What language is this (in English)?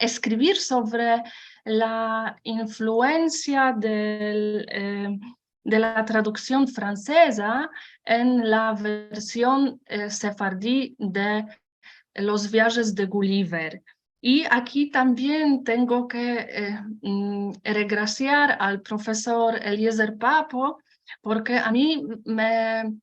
Ladino